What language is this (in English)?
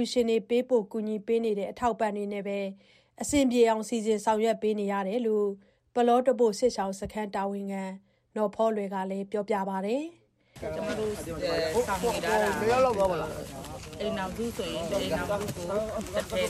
Burmese